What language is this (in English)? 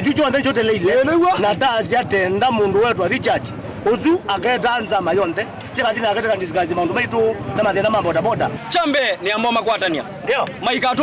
Kamba